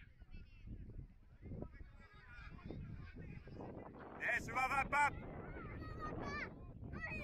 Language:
Finnish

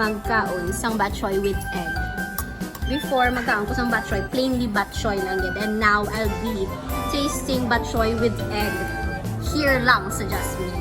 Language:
Hiligaynon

